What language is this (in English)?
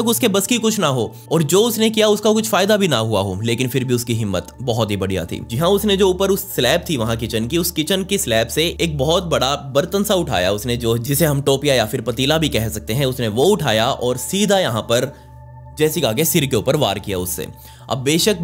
Hindi